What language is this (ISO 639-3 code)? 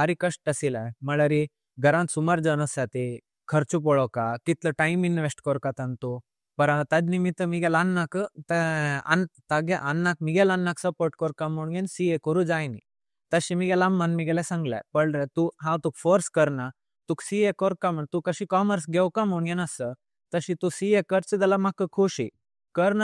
kok